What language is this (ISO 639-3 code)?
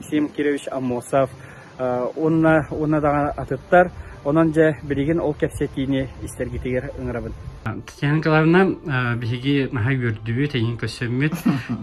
sah